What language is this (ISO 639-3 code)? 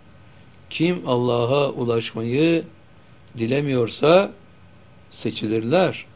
tur